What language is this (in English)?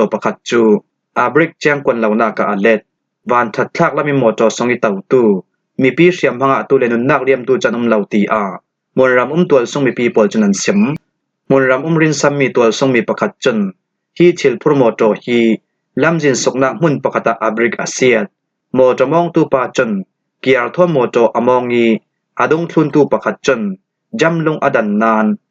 Falam Chin